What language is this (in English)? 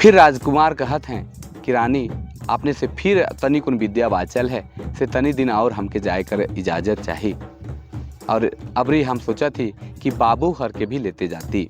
Sadri